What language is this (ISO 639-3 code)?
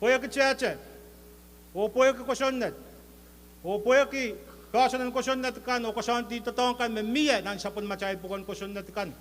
pon